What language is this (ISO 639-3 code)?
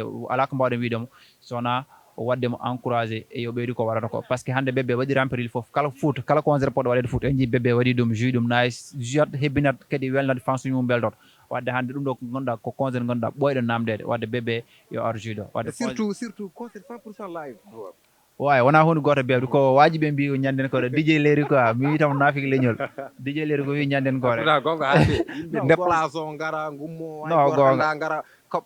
ful